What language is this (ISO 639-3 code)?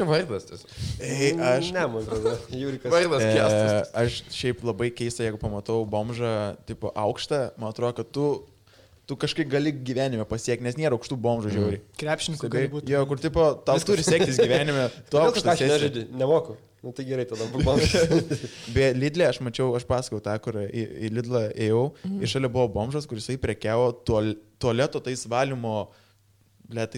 lit